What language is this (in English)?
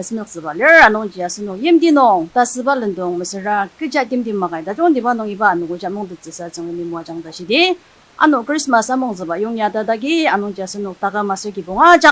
Ao Naga